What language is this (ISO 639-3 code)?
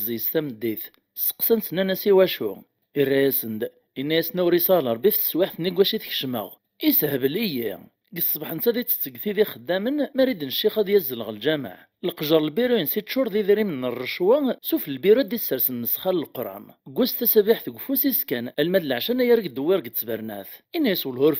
kab